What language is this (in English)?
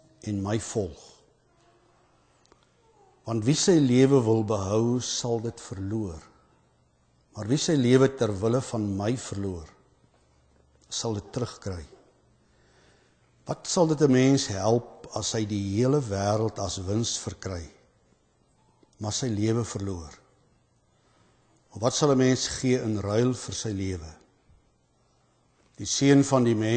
Afrikaans